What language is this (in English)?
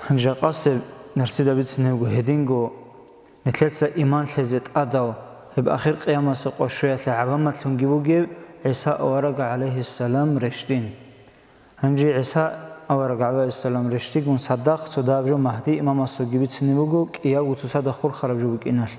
Avaric